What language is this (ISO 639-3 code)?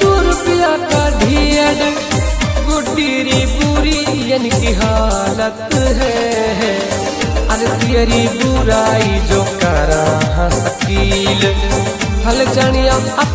hin